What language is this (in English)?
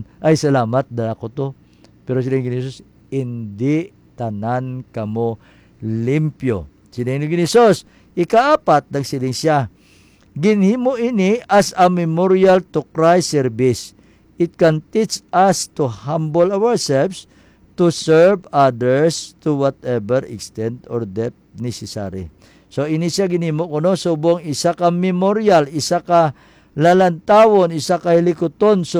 Hiligaynon